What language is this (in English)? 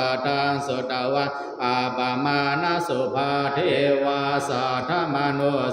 Pali